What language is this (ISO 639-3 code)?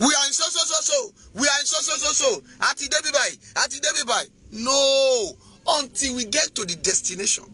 yor